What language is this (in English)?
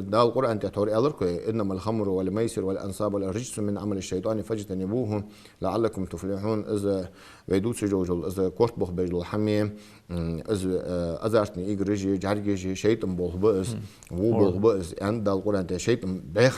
Ingush